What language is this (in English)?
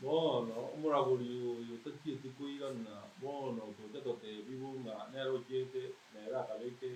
Gusii